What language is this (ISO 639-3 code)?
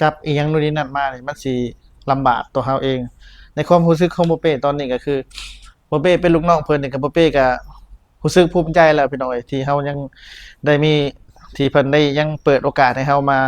lao